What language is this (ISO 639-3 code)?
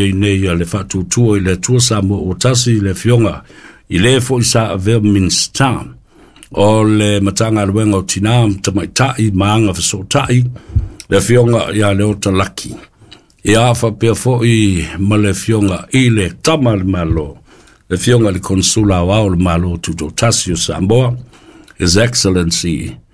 smo